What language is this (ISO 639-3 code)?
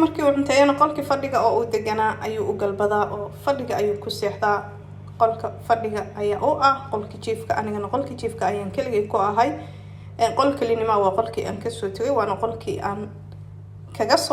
som